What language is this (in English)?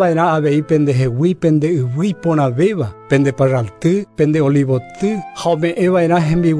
Guarani